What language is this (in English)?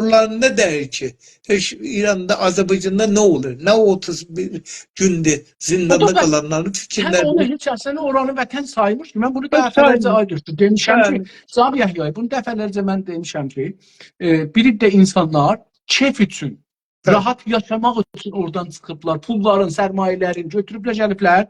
South Azerbaijani